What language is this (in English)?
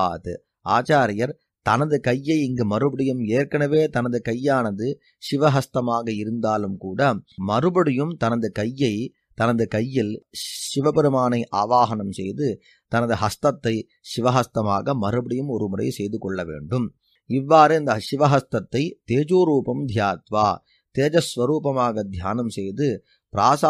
Tamil